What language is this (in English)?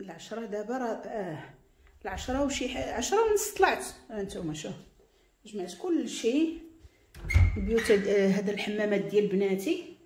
Moroccan Arabic